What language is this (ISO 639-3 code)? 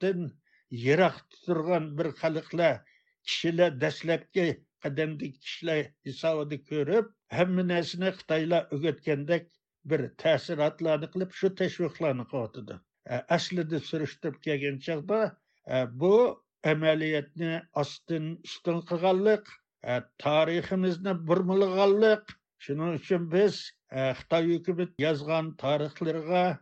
uig